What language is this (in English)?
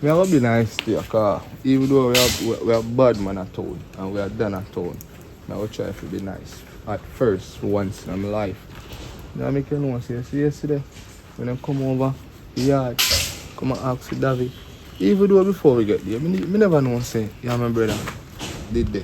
Jamaican Creole English